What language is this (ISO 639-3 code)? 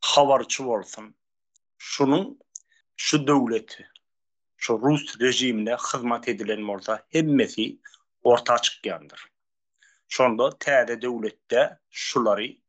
tuk